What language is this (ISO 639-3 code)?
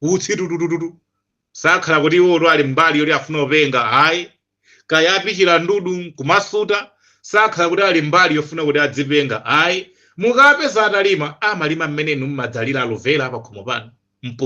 nya